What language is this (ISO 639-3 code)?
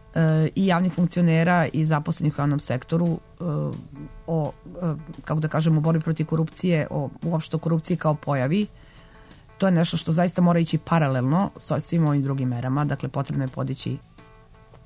srp